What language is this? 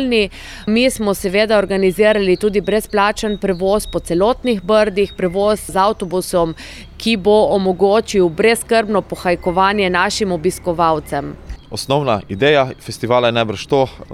Slovenian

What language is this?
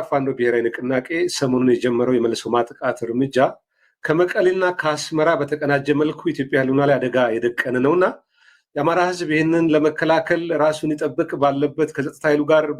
Amharic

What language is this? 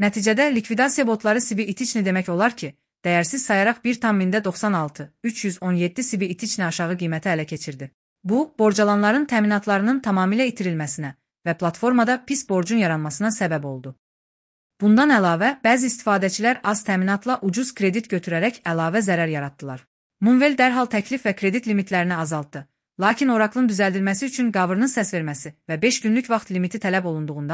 Azerbaijani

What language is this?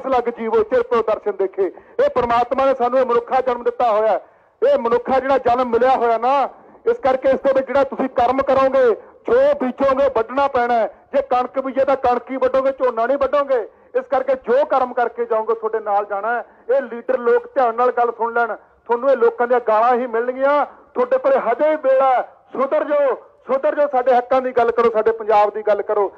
Punjabi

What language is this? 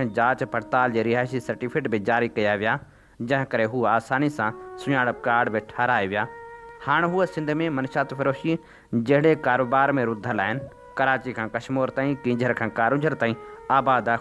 Sindhi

